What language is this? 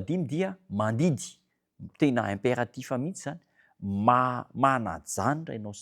Malagasy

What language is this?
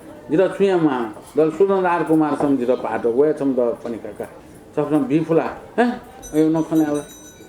Newari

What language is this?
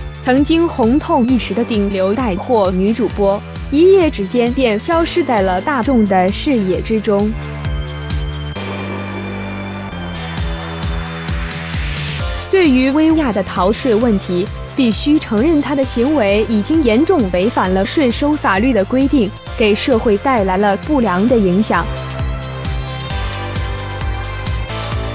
Chinese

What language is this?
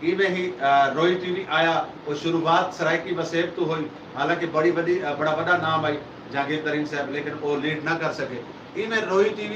Saraiki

